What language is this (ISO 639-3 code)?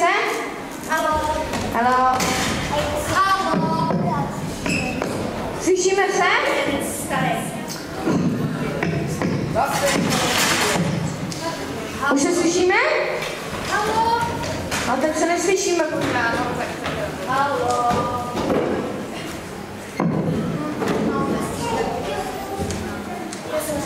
ces